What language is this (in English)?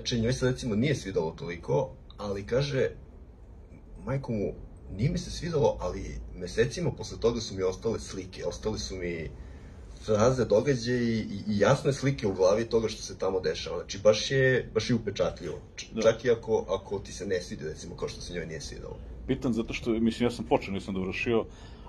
Serbian